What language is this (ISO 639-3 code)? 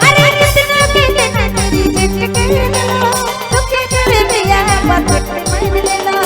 sck